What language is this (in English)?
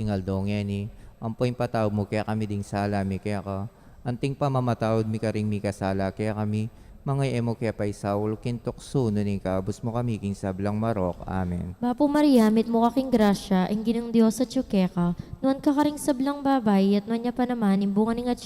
Pampanga